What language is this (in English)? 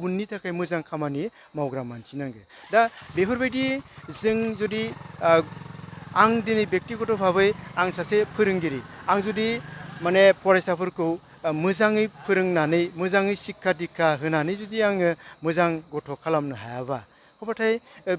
Bodo